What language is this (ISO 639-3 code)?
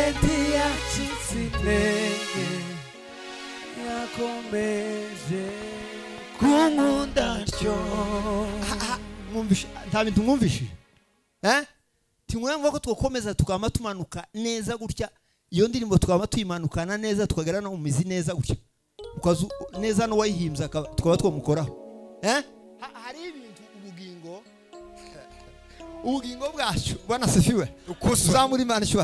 kin